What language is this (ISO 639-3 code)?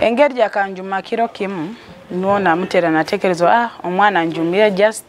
nyo